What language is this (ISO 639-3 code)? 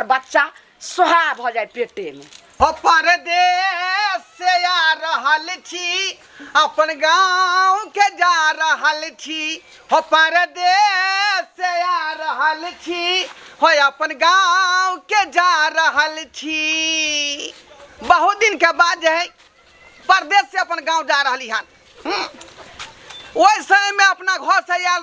mai